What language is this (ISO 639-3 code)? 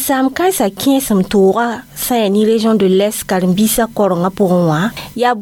mos